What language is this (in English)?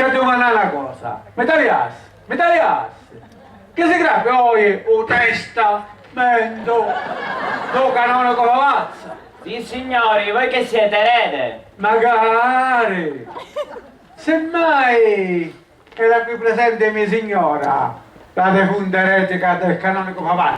Sicilian